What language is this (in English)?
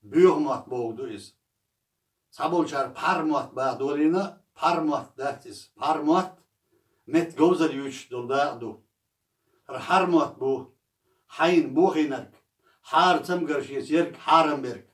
Chechen